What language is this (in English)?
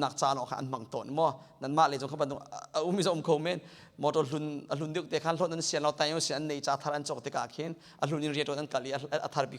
Hakha Chin